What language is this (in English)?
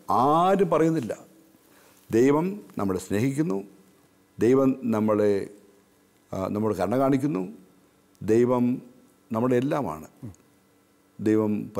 Malayalam